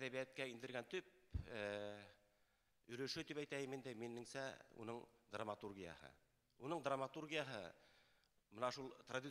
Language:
Bashkir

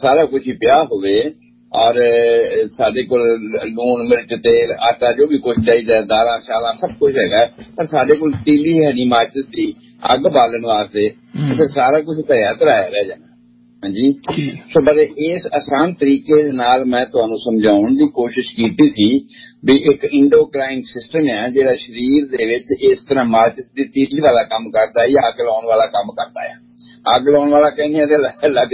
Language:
Punjabi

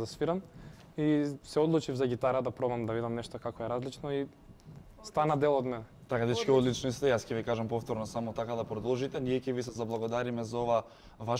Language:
Macedonian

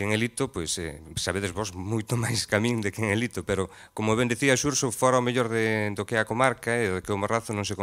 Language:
Galician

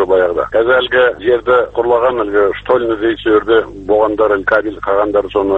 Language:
Kazakh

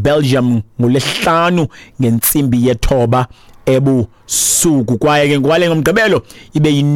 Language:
Xhosa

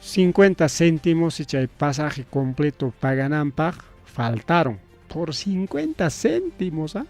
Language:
Ayacucho Quechua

